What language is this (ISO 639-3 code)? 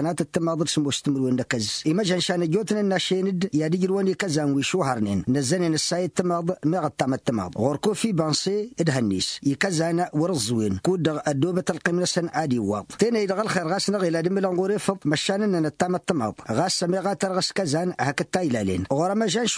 taq